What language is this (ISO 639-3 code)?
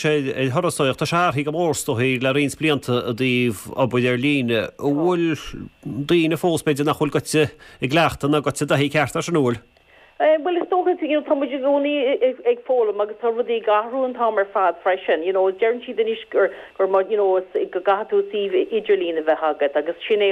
gle